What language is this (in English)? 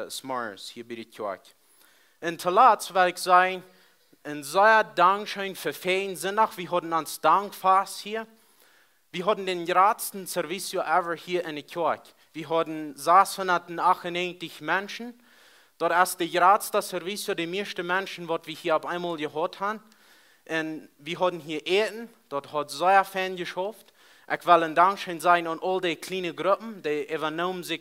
Plautdietsch